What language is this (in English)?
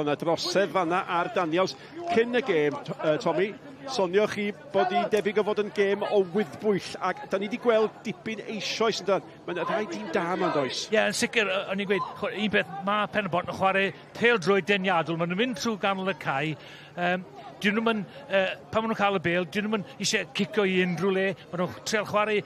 Welsh